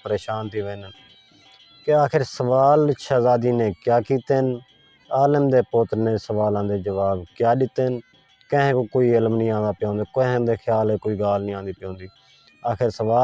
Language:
Saraiki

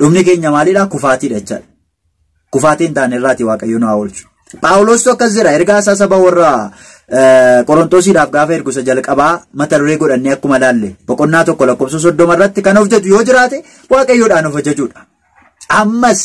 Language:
Oromo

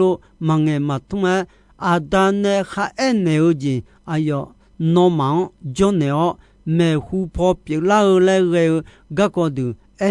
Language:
Akha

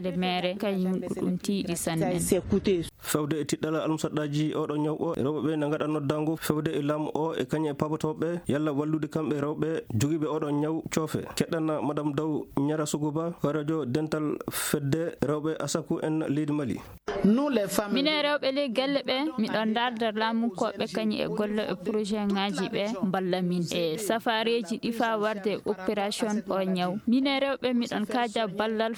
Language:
Fula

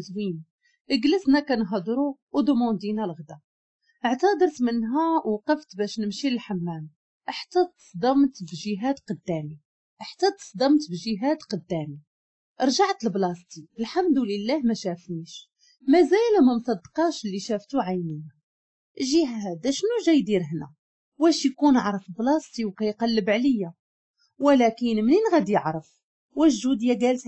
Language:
Moroccan Arabic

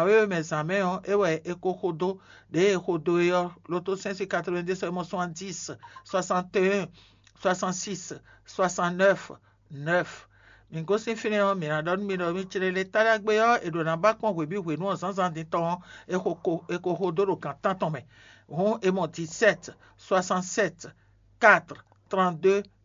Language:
Fon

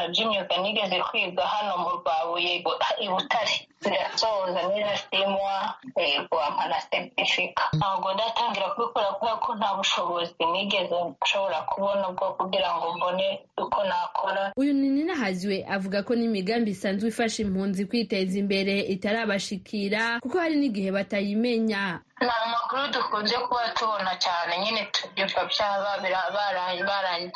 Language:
Kinyarwanda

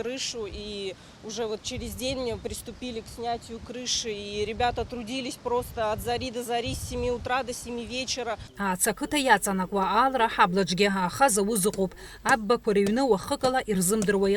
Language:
Abkhazian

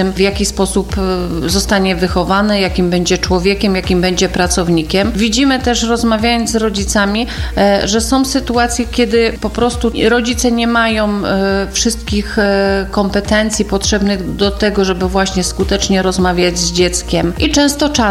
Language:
Polish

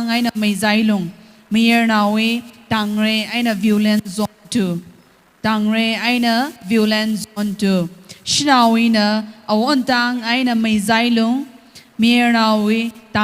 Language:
Tangkhul Naga (India)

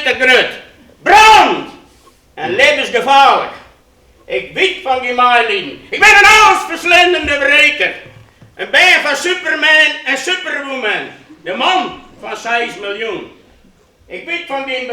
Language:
Western Frisian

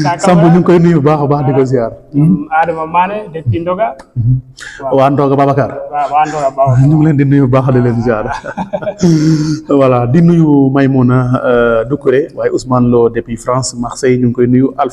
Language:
Wolof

